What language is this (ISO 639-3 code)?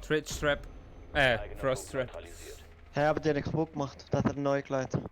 gsw